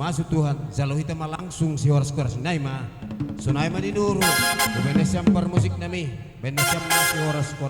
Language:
Batak Simalungun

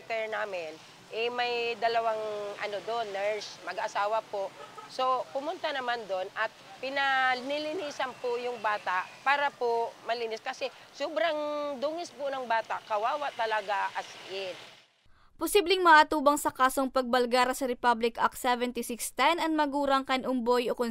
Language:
Bikol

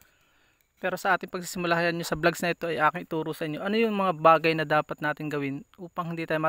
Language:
Filipino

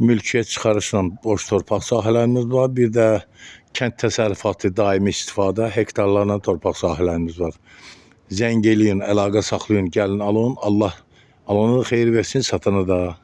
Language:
Azerbaijani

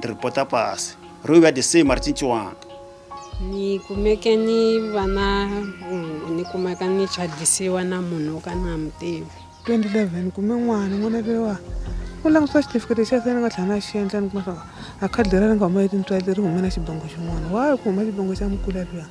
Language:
Tsonga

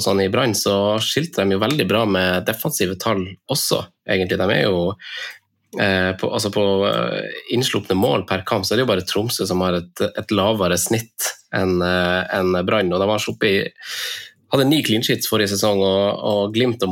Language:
Norwegian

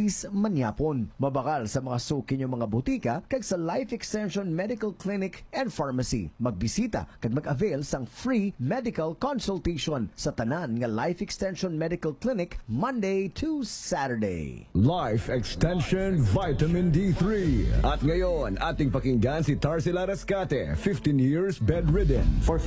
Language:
Hiligaynon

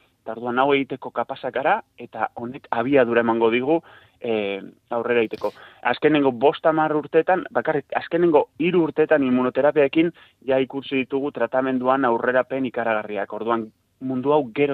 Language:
Basque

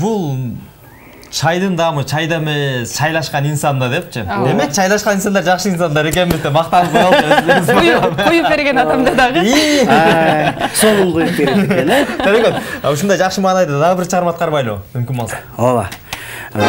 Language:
Kyrgyz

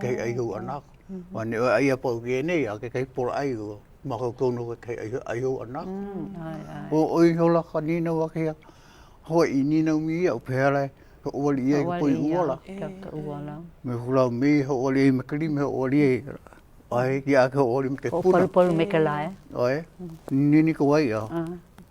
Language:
Hawaiian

